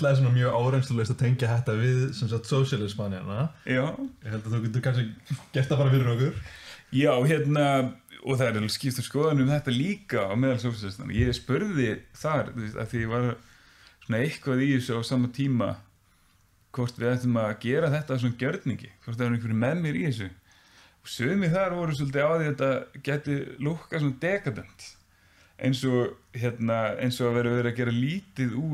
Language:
Icelandic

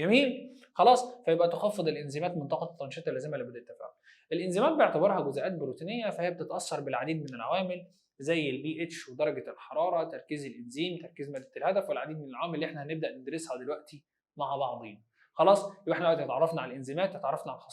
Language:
Egyptian Arabic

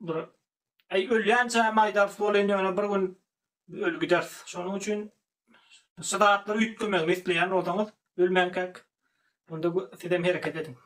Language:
Turkmen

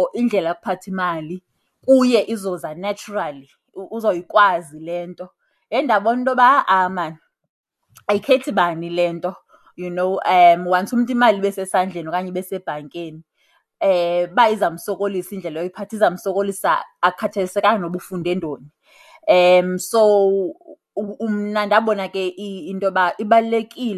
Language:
Xhosa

